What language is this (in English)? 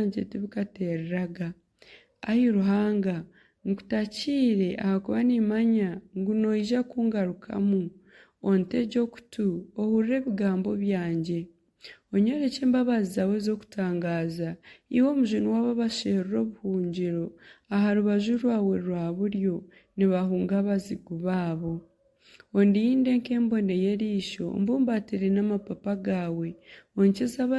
Nyankole